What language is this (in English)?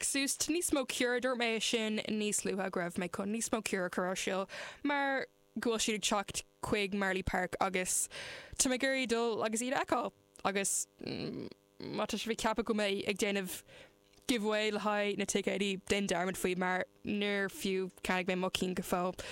Irish